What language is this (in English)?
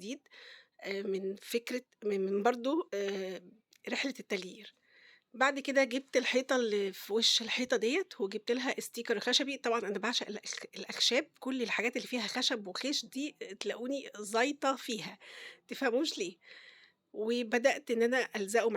Egyptian Arabic